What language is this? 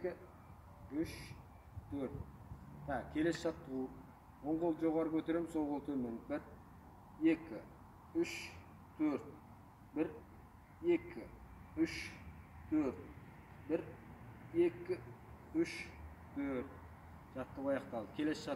Kazakh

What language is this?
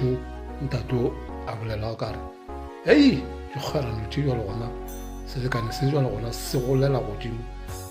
Northern Sotho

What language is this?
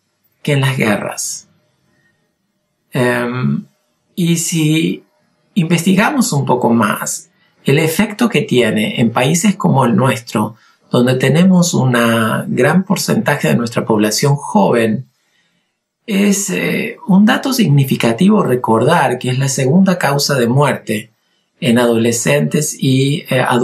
Spanish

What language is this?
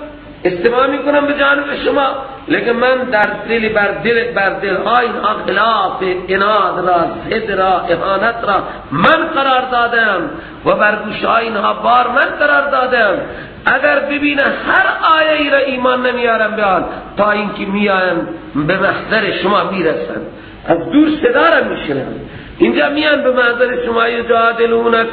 Persian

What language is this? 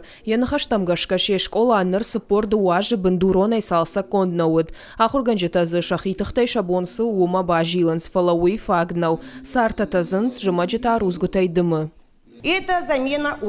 Ossetic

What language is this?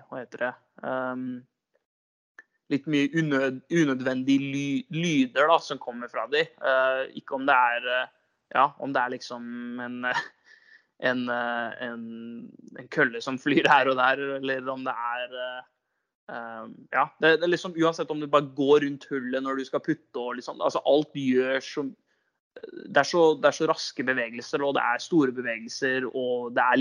Norwegian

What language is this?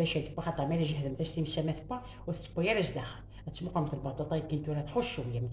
Kabyle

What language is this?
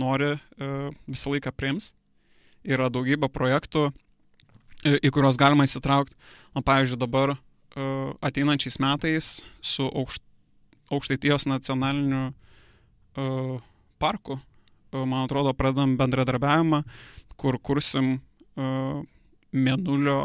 Lithuanian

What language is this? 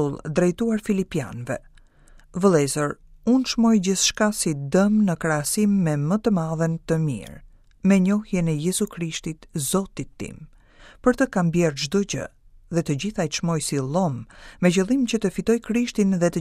Albanian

